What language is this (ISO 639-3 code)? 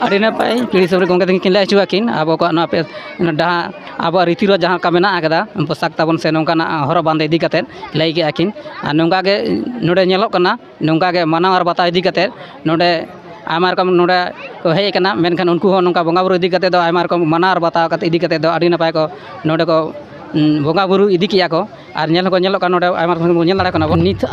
sat